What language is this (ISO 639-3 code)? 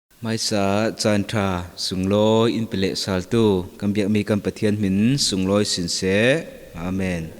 cfm